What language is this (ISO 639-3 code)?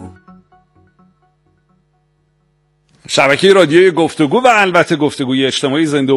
fas